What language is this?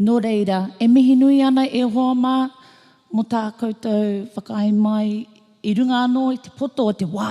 Māori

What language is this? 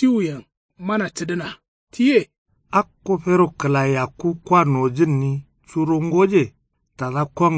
Kanuri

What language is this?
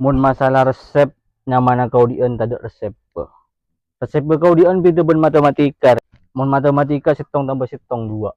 Madurese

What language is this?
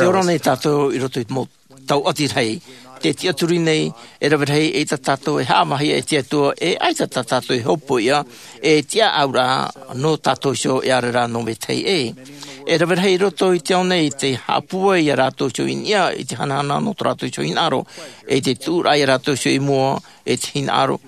Tahitian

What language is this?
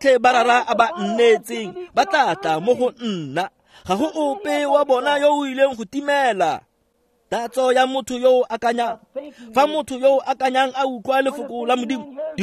Tswana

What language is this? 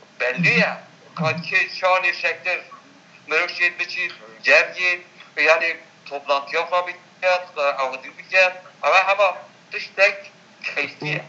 Kurdish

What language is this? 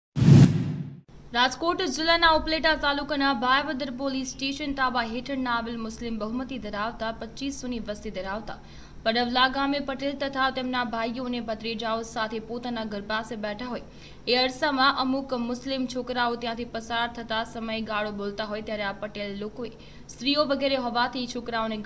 Gujarati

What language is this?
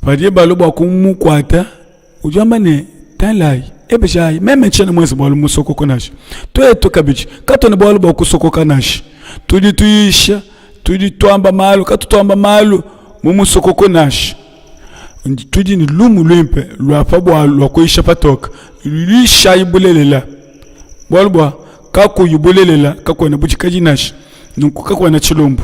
Luba-Lulua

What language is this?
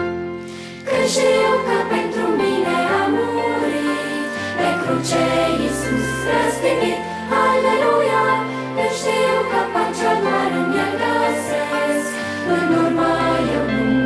Romanian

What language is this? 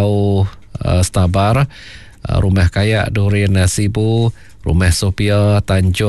Iban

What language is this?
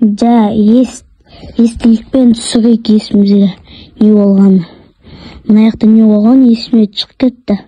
Kazakh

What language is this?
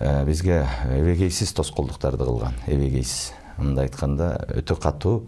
Kyrgyz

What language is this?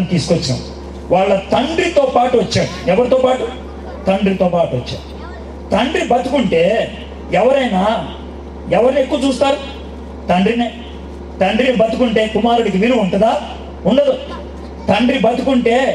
Telugu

